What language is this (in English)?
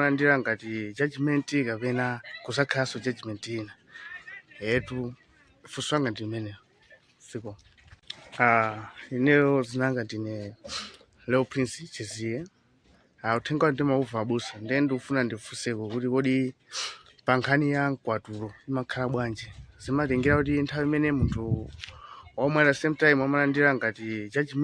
Nyanja